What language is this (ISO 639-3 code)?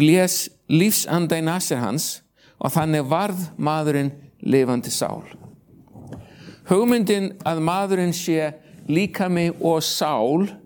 isl